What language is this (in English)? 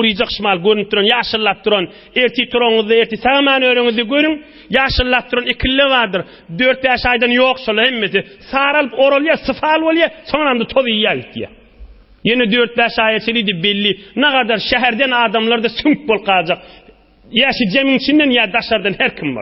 Turkmen